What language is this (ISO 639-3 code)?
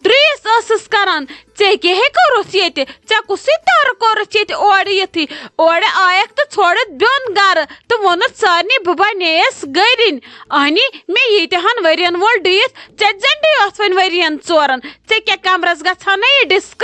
kas